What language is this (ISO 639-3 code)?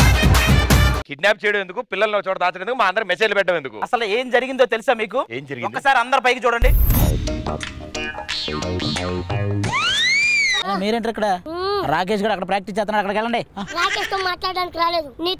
tel